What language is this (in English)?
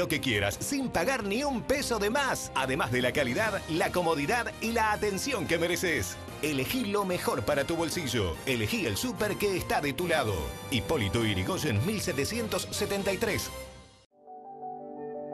Spanish